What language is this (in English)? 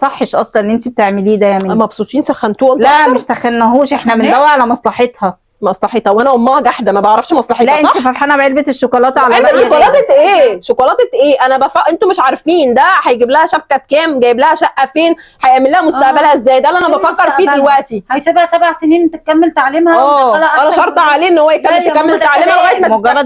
Egyptian Arabic